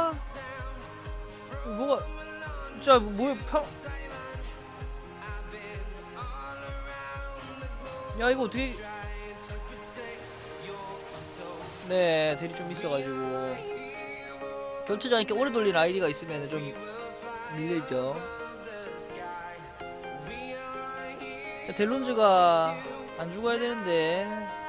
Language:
Korean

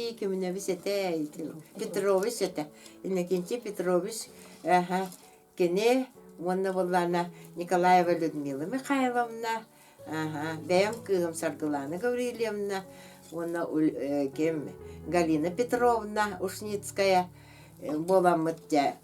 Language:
Yakut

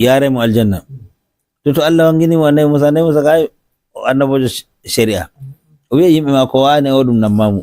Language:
Fula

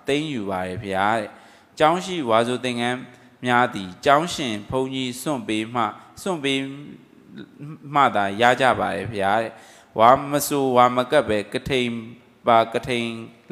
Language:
Burmese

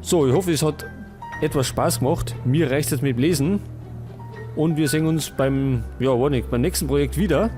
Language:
Bavarian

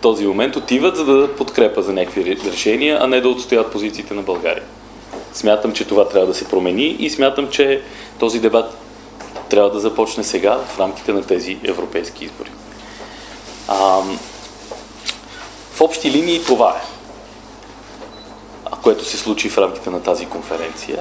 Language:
Bulgarian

